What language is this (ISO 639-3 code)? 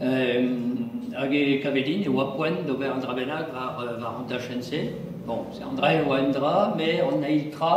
bre